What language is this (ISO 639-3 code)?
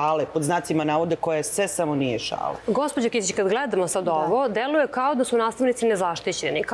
srp